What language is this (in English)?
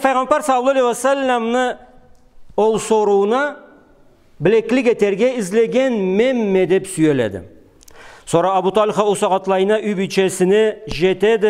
Karachay-Balkar